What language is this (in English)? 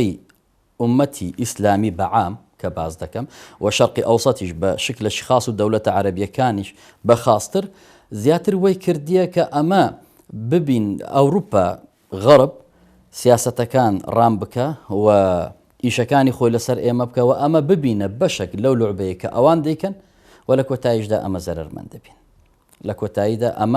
Central Kurdish